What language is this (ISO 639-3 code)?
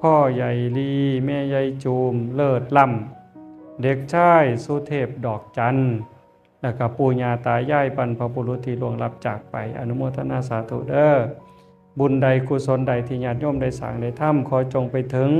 tts